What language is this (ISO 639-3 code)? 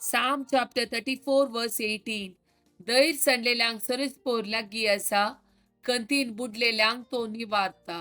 kok